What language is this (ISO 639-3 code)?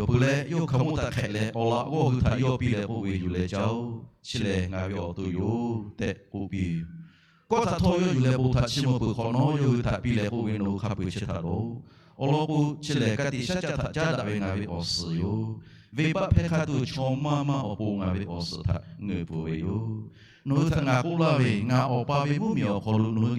lhu